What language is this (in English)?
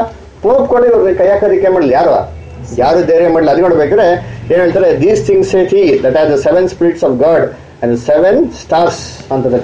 Kannada